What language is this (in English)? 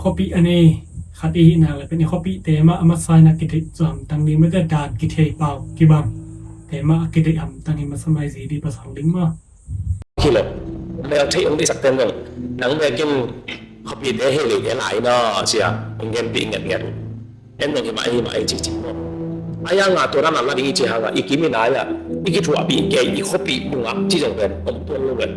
Tedim Chin